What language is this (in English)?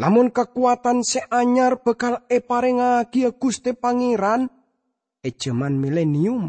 Madurese